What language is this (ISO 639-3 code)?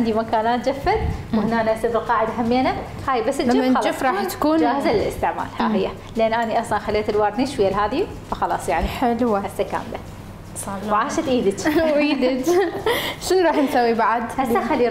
acm